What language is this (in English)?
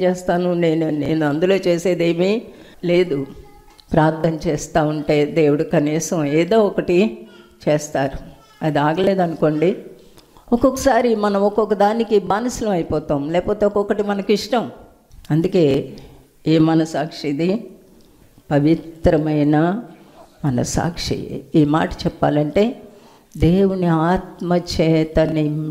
Telugu